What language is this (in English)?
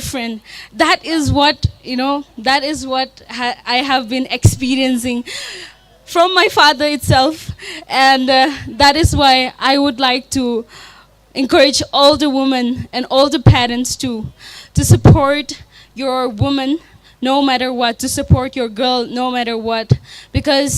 Tangkhul Naga (India)